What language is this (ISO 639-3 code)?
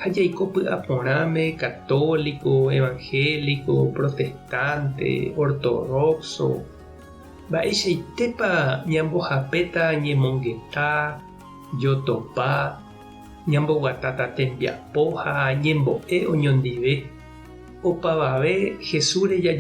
grn